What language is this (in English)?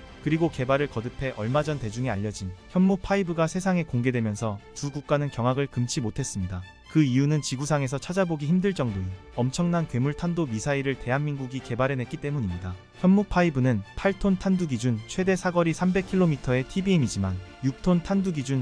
Korean